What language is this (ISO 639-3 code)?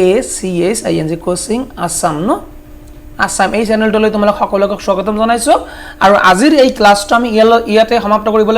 asm